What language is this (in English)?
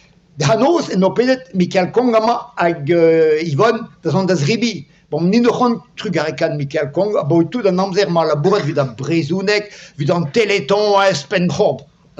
Breton